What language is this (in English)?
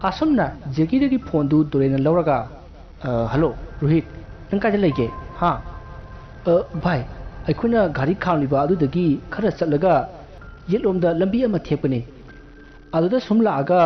Manipuri